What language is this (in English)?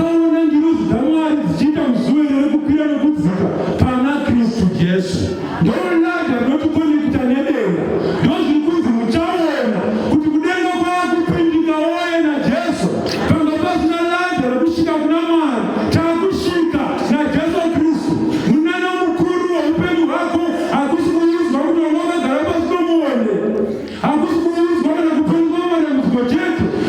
Shona